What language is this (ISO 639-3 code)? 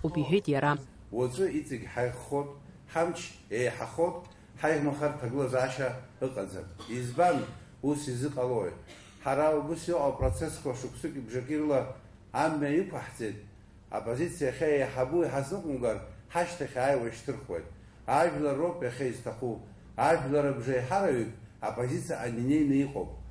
abk